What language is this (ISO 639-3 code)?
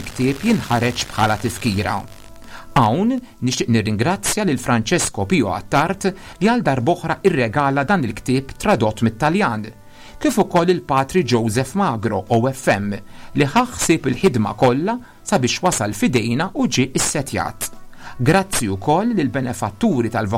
mlt